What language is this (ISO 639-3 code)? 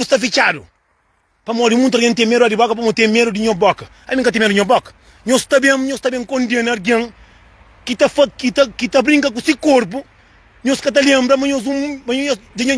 kea